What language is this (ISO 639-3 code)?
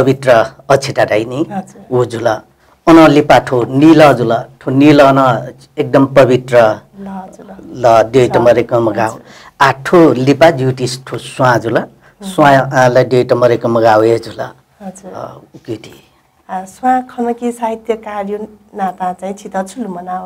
new